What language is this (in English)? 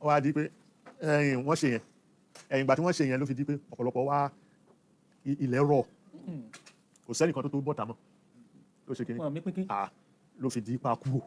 Yoruba